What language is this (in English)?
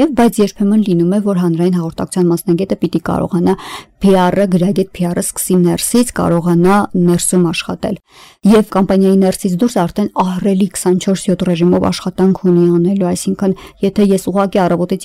Armenian